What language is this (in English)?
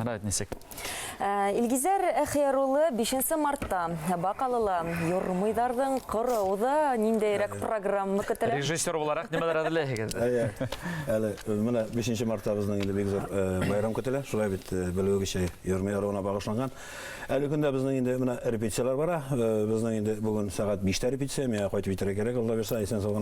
Bashkir